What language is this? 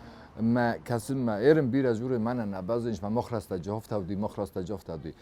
Ossetic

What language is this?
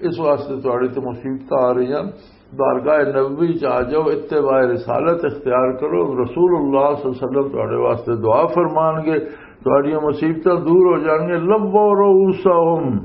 Western Panjabi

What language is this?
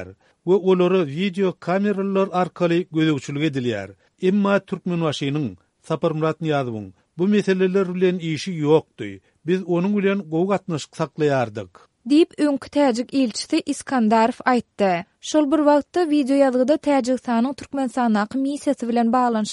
Turkmen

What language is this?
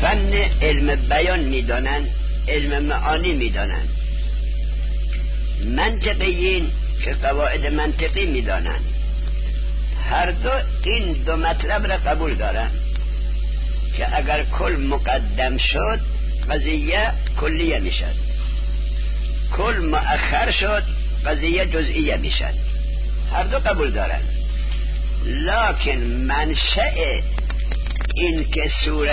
Persian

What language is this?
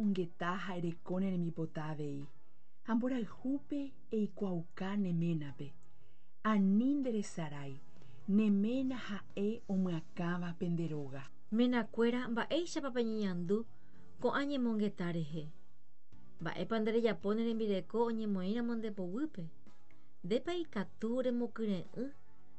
Guarani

